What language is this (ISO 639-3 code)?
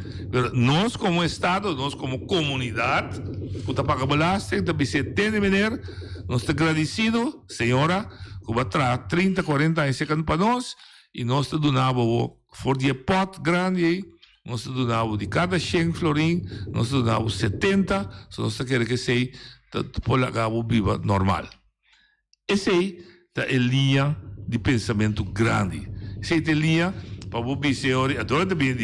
pap